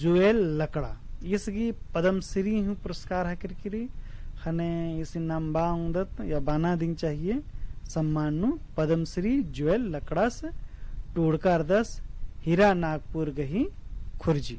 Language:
Kurukh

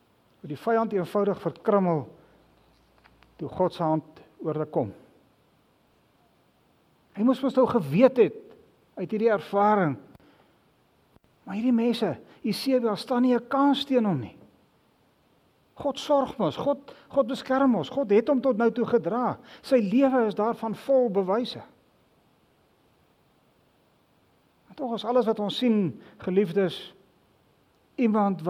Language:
Afrikaans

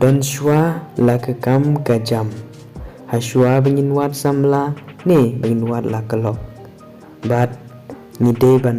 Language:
Khasi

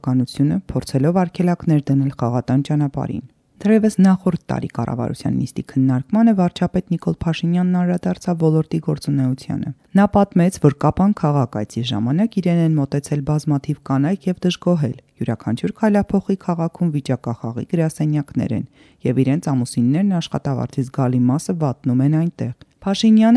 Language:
Armenian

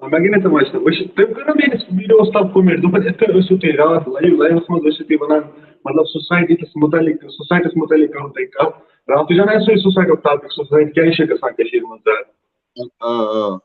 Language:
Kashmiri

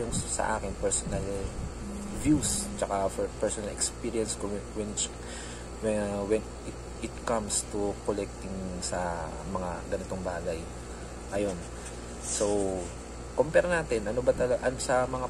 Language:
Filipino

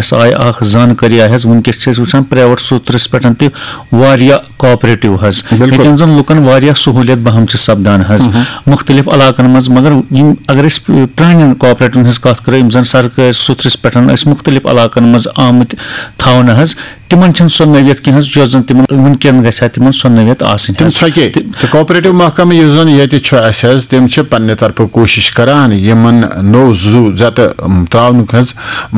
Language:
Kashmiri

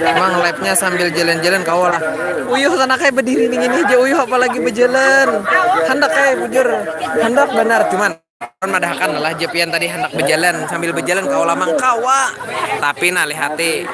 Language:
Banjar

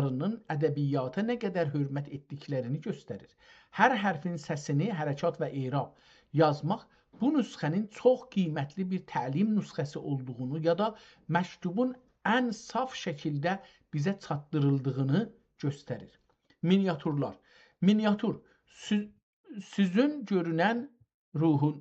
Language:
South Azerbaijani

